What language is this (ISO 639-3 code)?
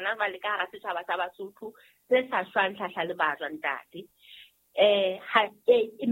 sot